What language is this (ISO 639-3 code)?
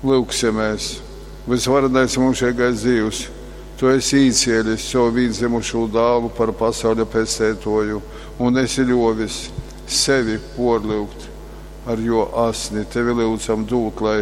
ltg